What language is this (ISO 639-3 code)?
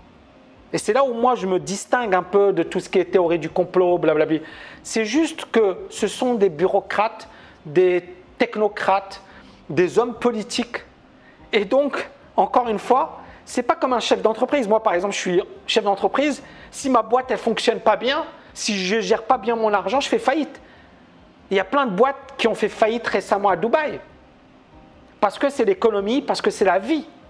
fra